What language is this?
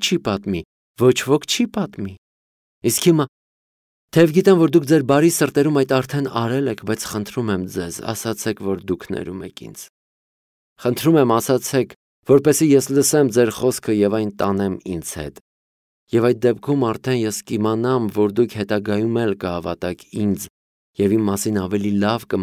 Armenian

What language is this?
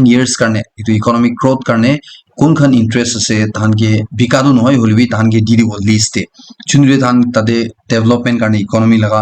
Naga Pidgin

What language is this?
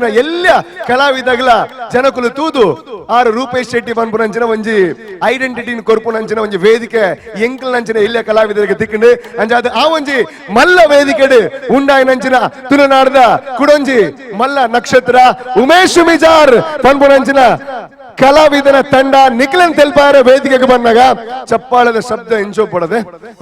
Tulu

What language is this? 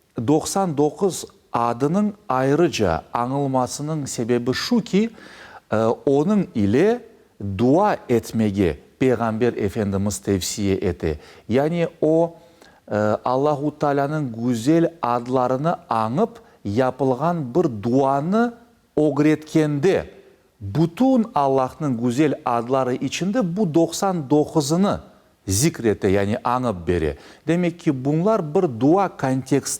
Crimean Tatar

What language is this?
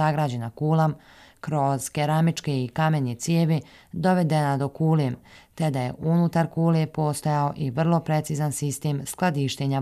Bosnian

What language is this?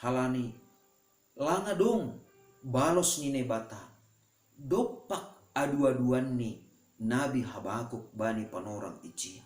Batak Simalungun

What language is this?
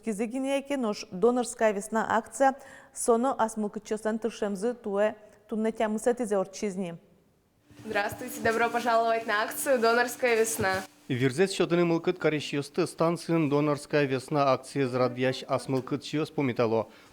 Udmurt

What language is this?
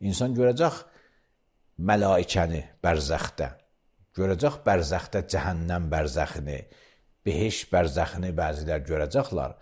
Azerbaijani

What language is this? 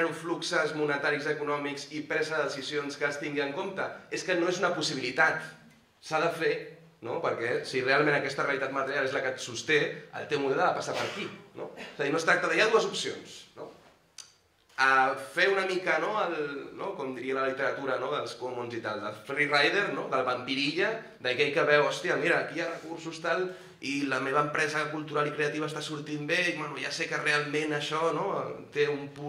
Catalan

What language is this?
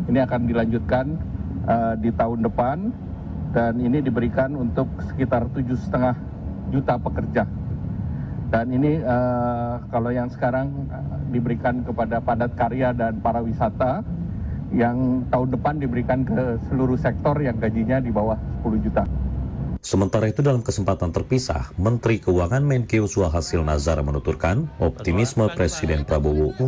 Indonesian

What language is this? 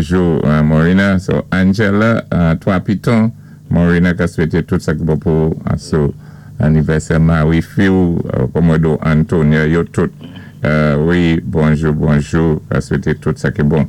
Saint Lucian Creole French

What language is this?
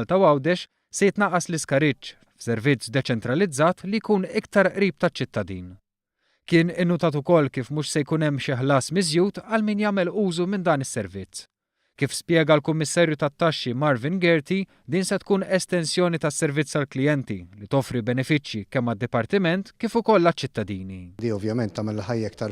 Maltese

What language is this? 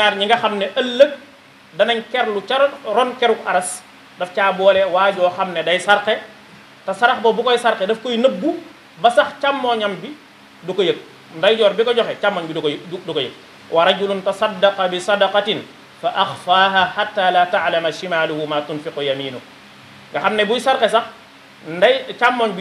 Wolof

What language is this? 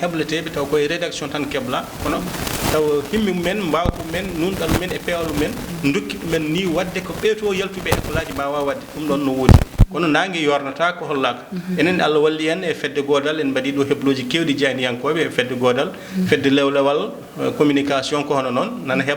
Fula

